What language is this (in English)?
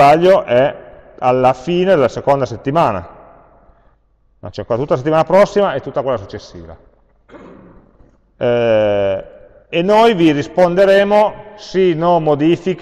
Italian